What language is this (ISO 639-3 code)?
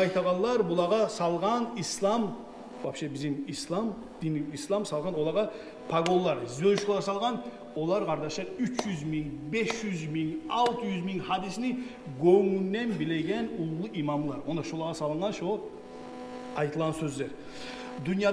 kum